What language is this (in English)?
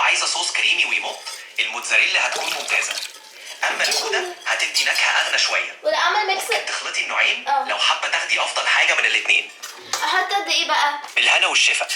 Egyptian Arabic